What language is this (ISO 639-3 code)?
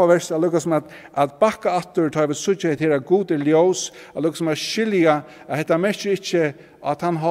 fao